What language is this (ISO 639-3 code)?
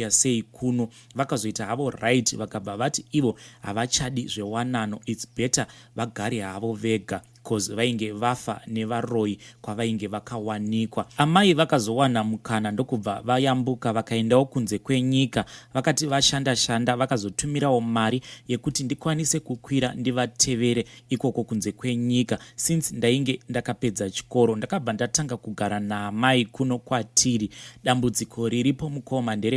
sna